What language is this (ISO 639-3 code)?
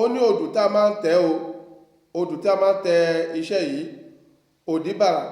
yor